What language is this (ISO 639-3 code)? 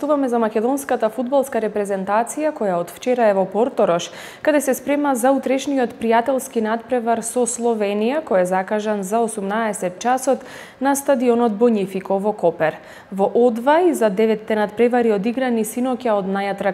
mkd